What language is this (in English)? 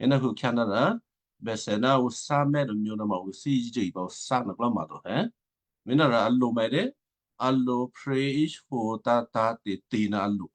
Western Kayah